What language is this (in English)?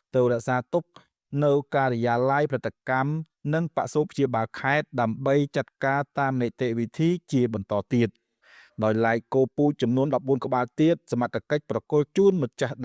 Khmer